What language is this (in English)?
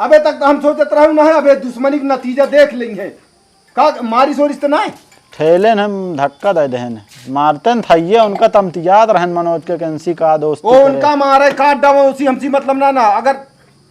Awadhi